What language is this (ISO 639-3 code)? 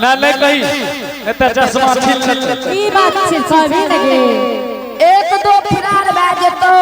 anp